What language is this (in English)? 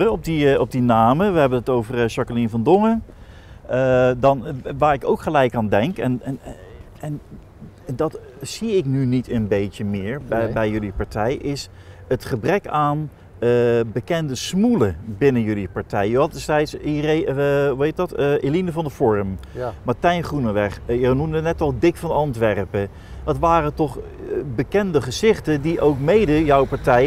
Dutch